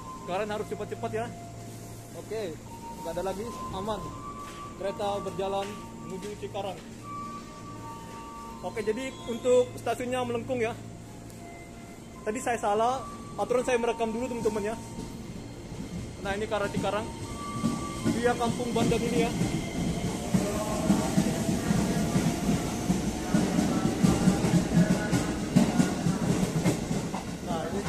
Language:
Indonesian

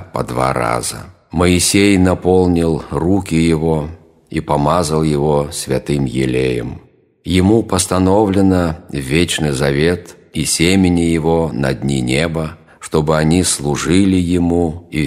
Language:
Russian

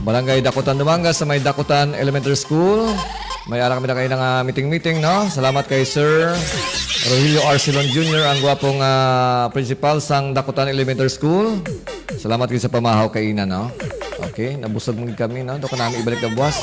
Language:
Hiligaynon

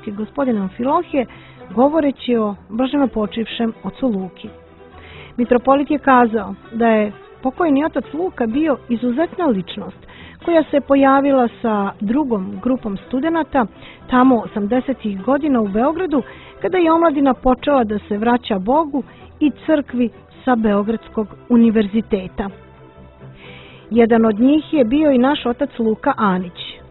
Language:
Serbian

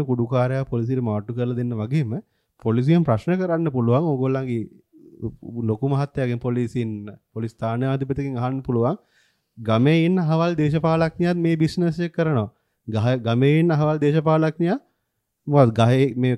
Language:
Sinhala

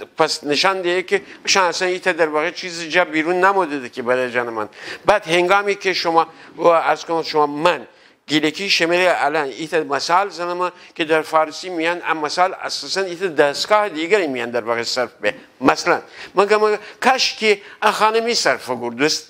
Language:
Gilaki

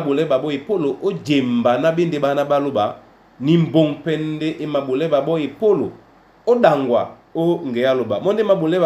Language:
Duala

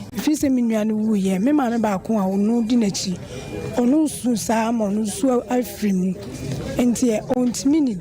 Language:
Akan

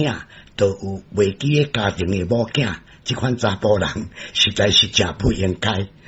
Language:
Min Nan Chinese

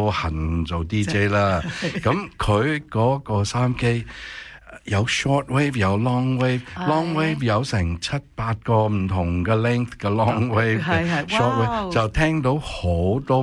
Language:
Cantonese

